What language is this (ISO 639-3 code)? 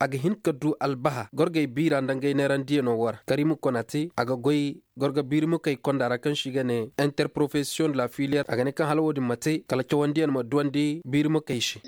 dje